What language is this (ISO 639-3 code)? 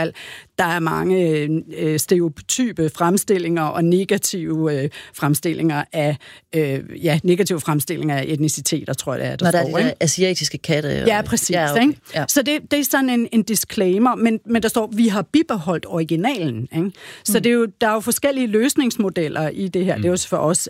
dan